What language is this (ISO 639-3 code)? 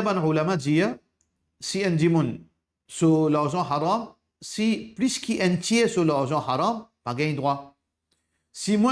mfe